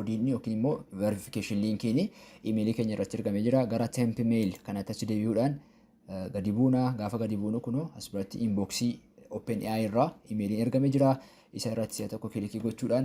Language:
Oromo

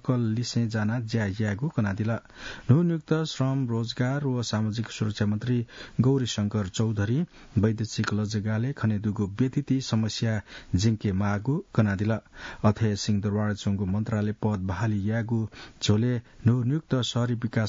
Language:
Newari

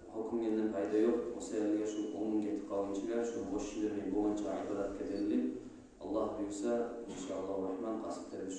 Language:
Kumyk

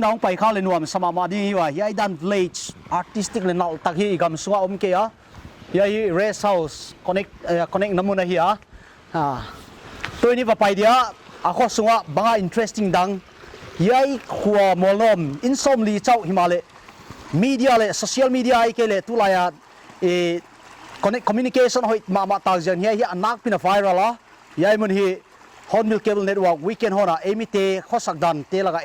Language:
Paite Chin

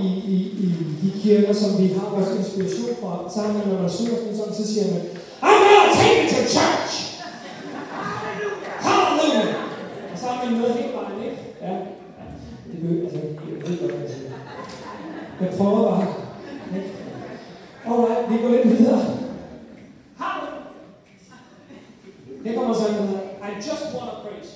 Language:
Danish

